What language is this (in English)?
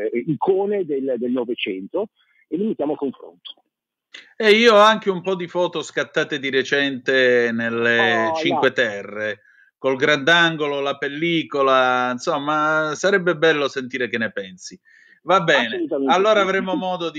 Italian